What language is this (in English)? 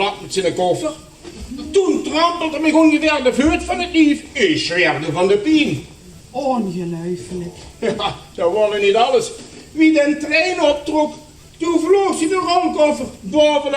Limburgish